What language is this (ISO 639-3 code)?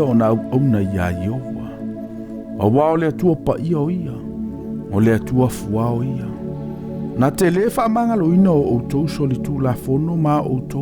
smo